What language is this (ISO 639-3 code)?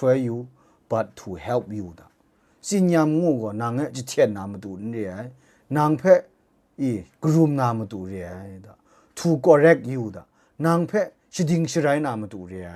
kac